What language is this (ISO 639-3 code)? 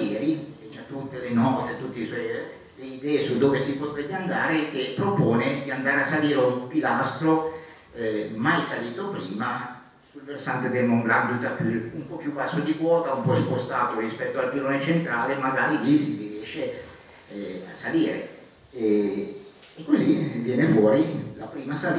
ita